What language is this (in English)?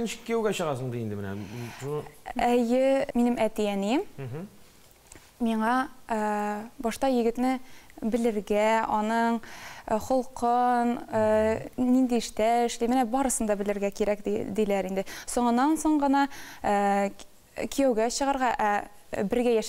Tatar